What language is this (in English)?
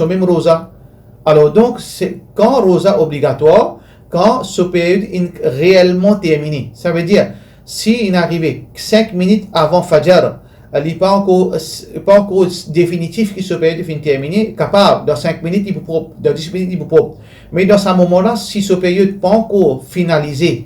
Morisyen